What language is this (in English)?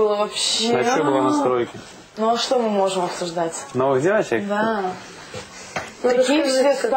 Russian